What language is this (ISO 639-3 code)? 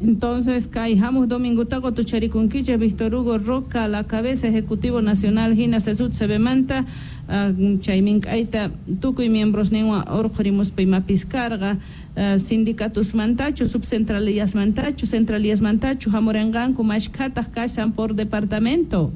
que